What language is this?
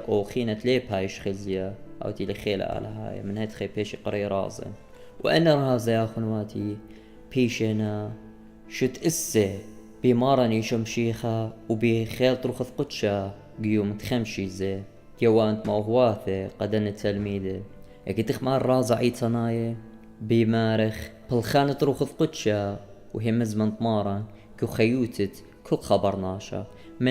Assyrian Neo-Aramaic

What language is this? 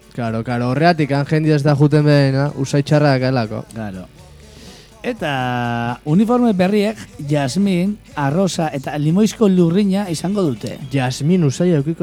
Basque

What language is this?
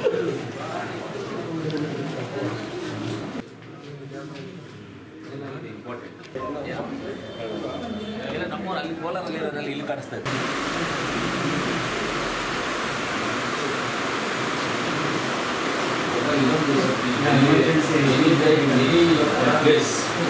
Kannada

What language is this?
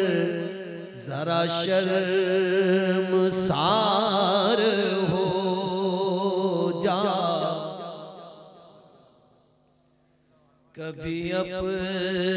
Hindi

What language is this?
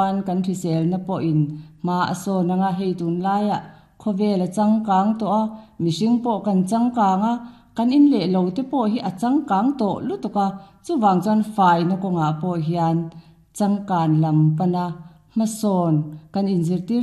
Mizo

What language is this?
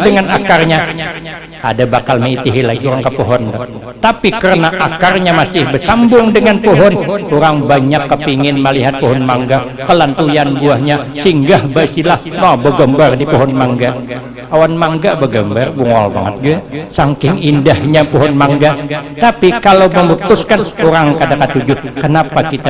Banjar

